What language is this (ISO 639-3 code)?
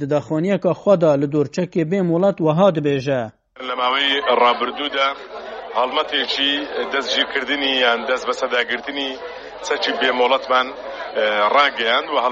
kur